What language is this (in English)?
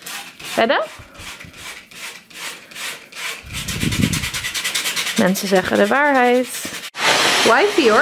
Dutch